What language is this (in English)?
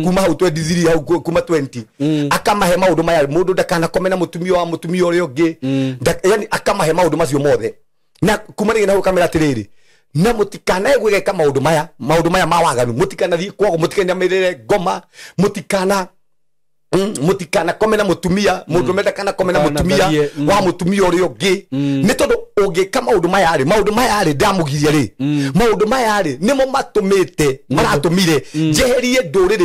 Kikuyu